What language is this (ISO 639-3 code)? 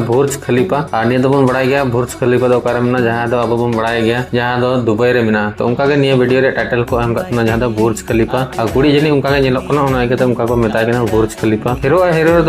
sat